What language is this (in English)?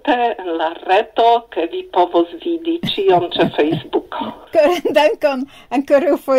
Esperanto